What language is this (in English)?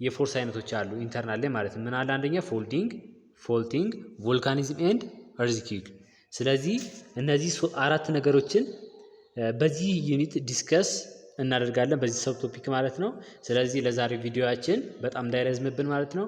Amharic